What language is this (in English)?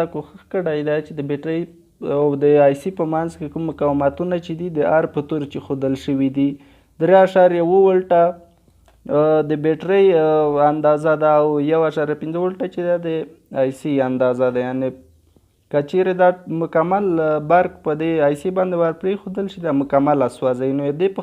Pashto